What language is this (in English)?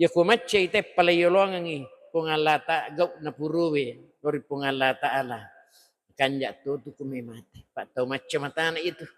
Buginese